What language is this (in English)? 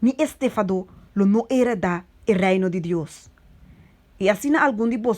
Papiamento